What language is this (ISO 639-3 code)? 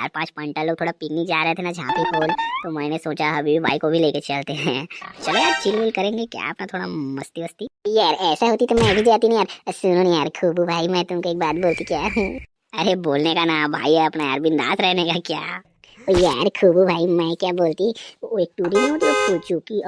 hne